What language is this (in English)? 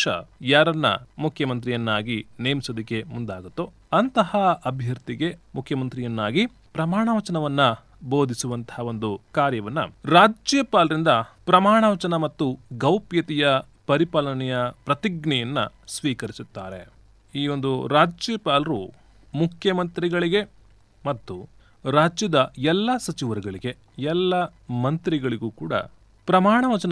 Kannada